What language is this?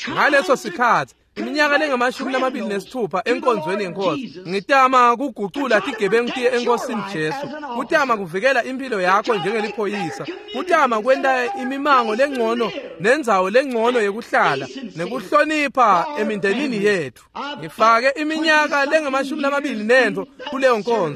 Swati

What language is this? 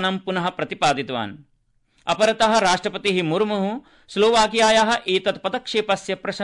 Sanskrit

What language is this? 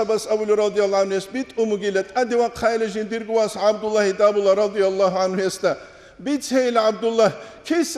Avaric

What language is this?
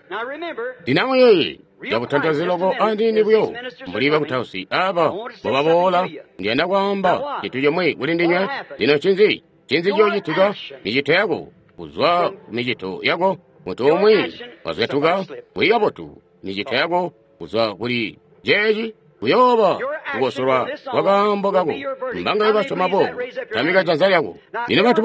Tonga (Zambia)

